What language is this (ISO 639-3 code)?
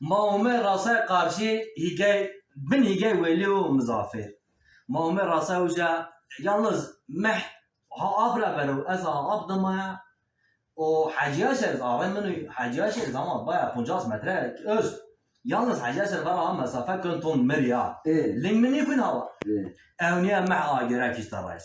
zza